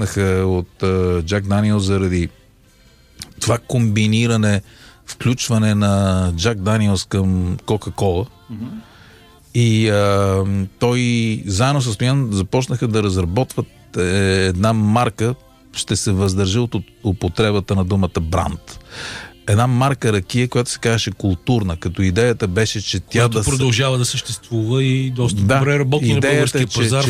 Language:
Bulgarian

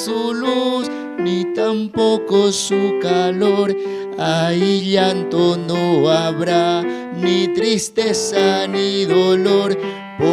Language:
South Bolivian Quechua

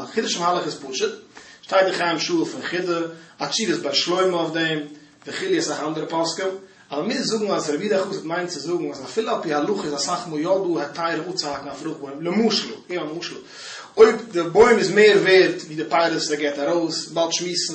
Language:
Yiddish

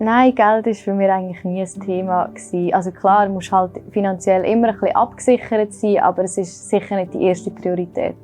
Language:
Swiss German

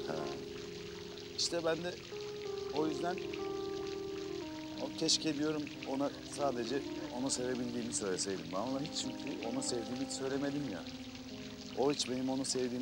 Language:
Turkish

